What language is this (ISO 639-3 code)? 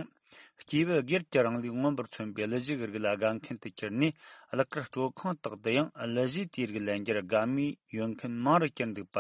bod